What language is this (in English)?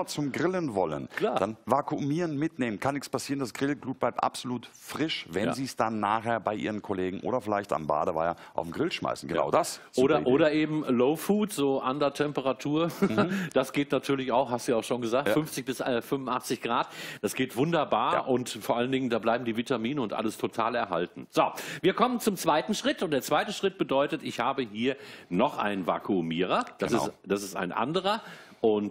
German